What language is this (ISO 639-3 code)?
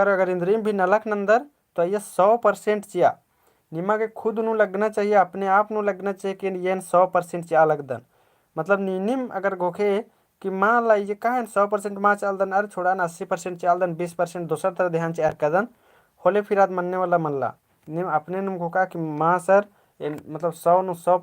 kru